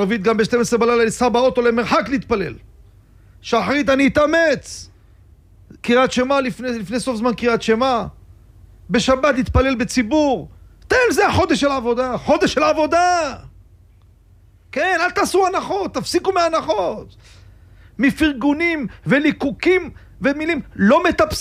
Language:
Hebrew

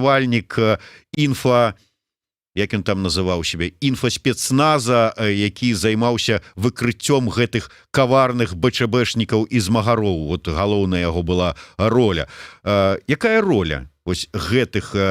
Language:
Belarusian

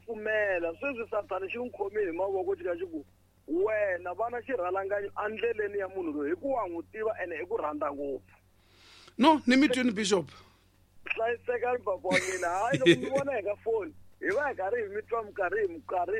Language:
Tsonga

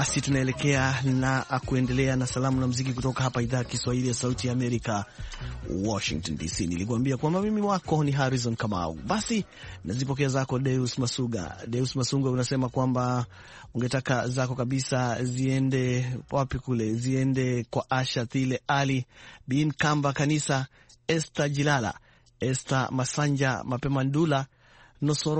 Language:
Swahili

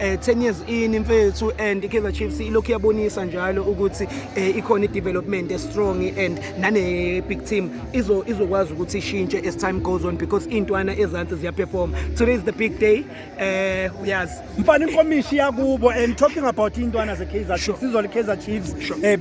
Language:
Zulu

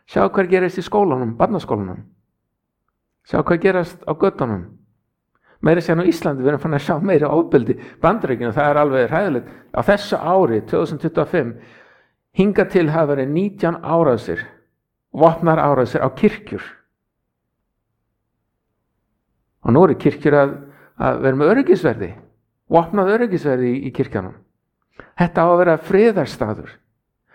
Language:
Icelandic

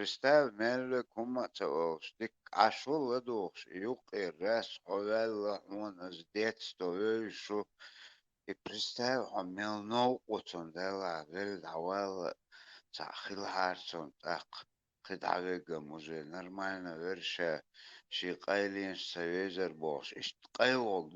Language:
Chechen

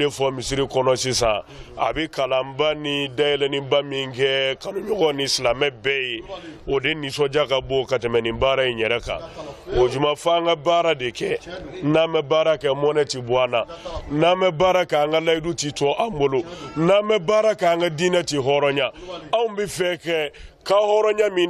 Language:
Bambara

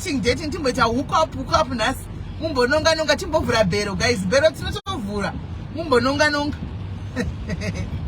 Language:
Shona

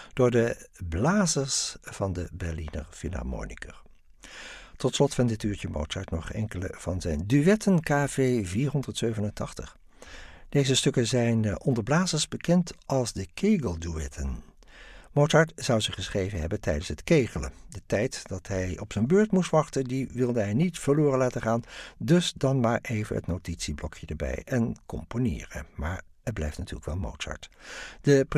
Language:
Dutch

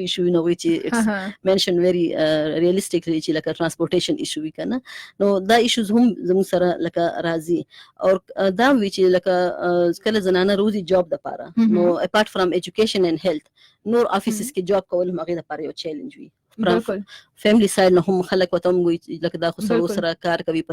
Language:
Pashto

